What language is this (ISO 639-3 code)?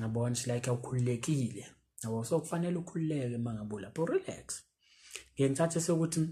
zul